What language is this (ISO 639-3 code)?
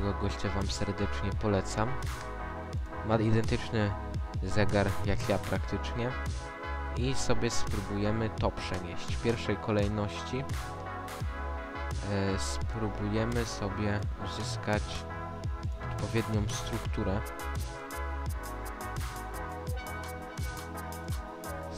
pol